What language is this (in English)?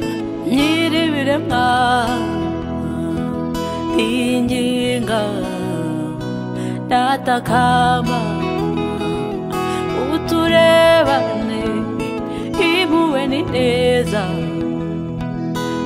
Kinyarwanda